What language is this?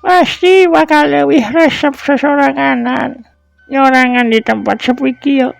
Sundanese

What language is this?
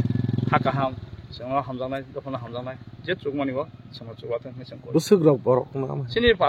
Kok Borok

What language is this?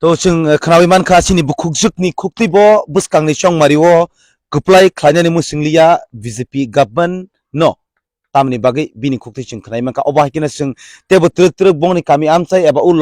Kok Borok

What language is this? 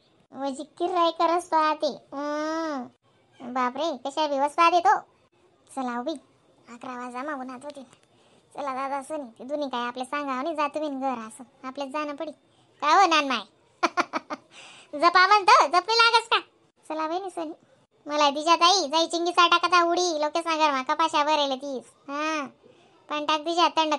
Khandesi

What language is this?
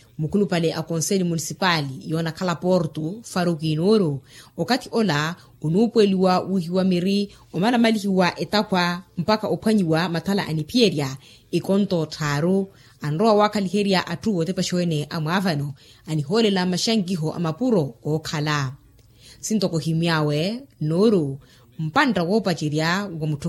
Makhuwa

